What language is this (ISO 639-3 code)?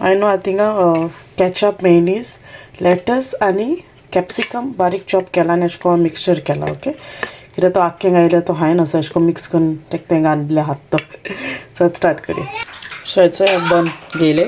kok